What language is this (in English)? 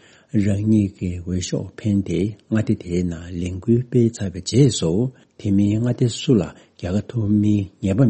Tibetan